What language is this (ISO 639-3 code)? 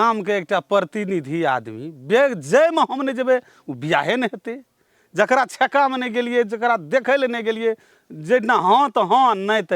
mai